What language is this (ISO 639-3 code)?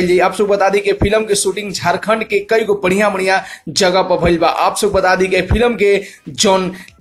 bho